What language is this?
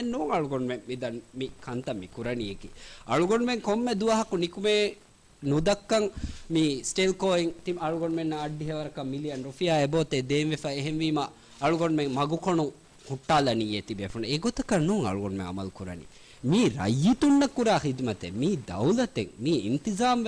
Divehi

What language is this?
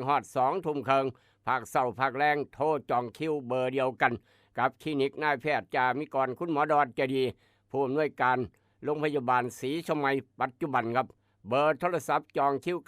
Northeastern Thai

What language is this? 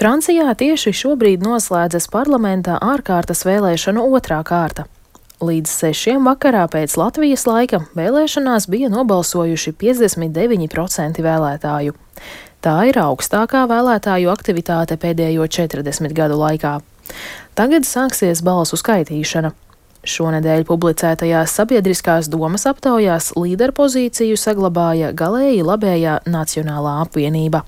Latvian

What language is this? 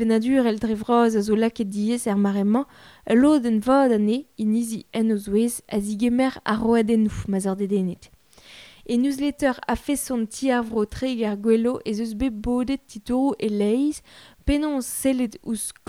Breton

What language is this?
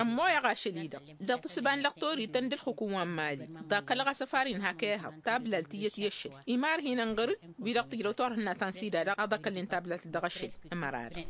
Tamasheq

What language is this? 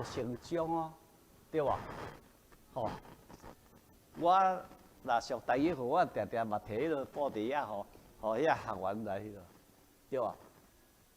Min Nan Chinese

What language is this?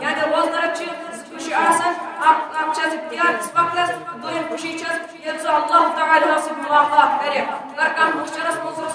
Kashmiri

